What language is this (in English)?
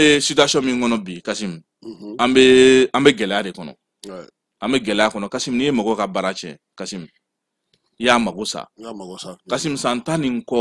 Bambara